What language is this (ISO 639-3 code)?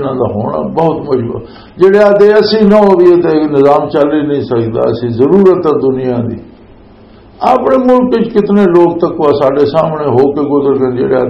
lah